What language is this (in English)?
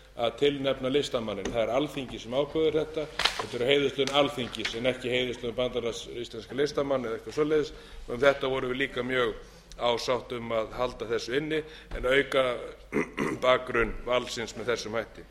Icelandic